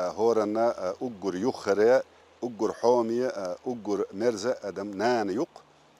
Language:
Chechen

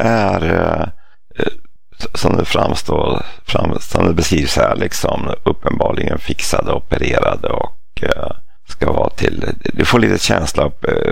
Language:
Swedish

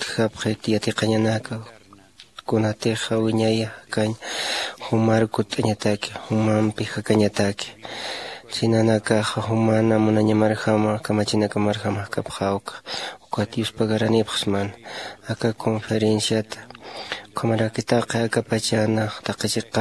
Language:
Aymara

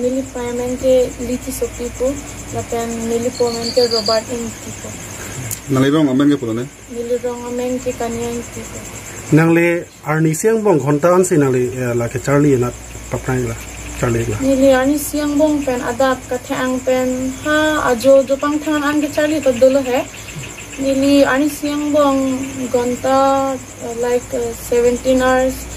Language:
Karbi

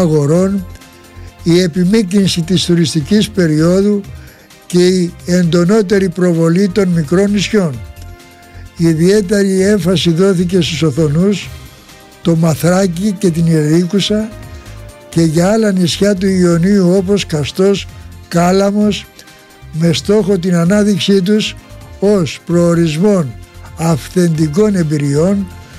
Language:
Greek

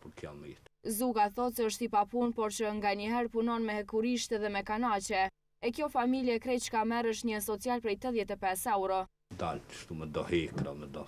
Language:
Albanian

